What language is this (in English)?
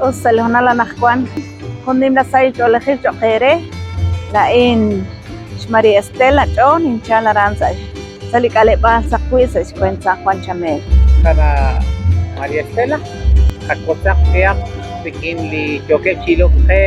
Kekchí